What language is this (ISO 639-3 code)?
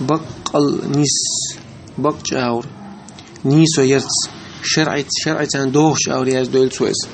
che